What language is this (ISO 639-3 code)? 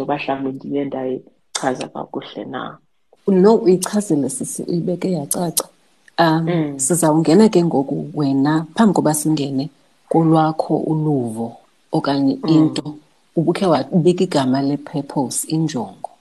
xho